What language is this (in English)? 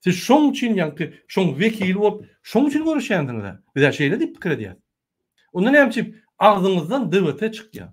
Turkmen